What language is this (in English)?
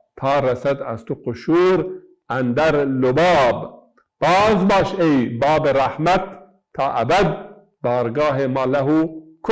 Zaza